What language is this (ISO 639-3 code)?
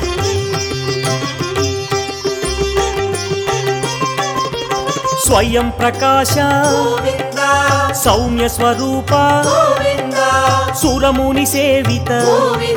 tel